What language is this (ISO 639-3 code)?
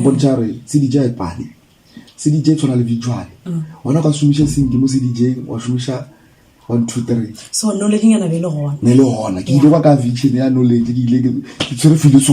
nso